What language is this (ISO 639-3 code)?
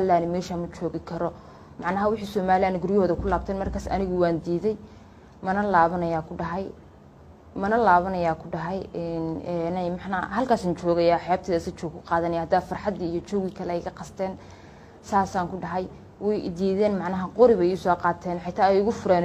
som